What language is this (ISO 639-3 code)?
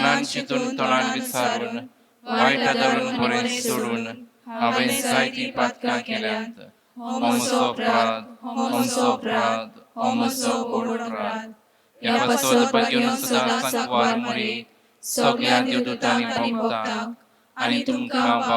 kok